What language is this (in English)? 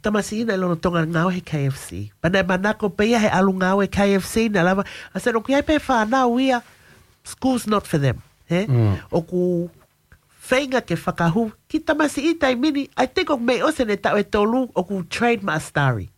Tongan